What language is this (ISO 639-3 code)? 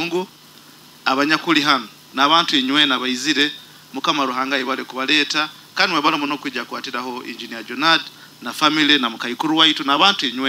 nyo